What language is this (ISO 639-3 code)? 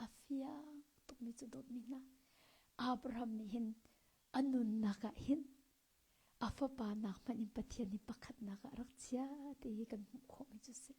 cnh